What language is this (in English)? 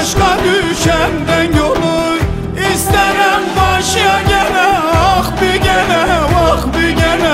Turkish